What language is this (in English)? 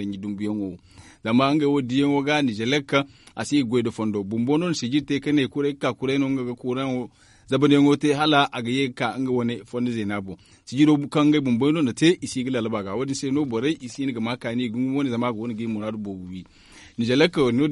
Zarma